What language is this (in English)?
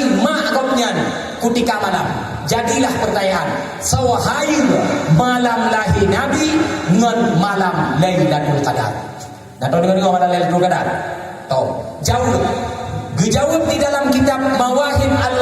Achinese